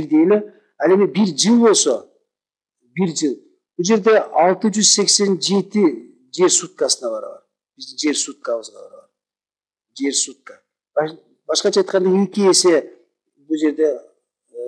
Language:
Kyrgyz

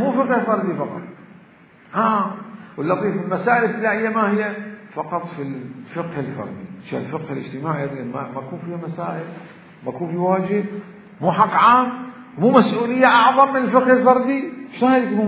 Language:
Mesopotamian Arabic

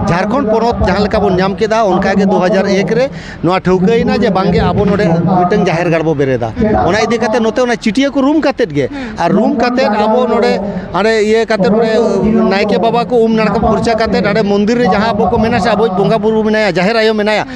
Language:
Santali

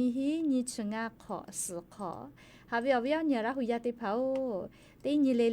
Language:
Lahu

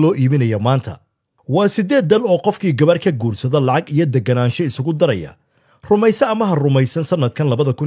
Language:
Somali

